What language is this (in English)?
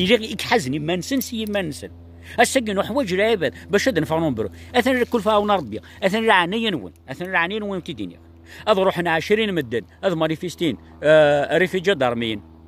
Kabyle